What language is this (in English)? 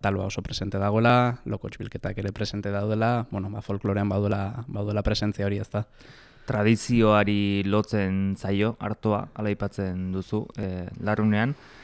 Basque